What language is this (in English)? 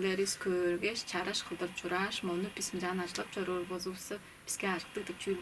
Tuvinian